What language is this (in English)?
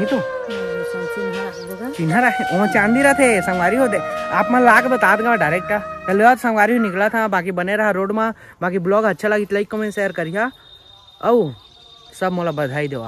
Chhattisgarhi